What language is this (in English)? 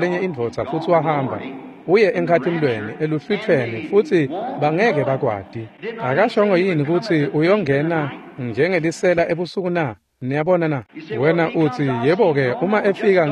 Swati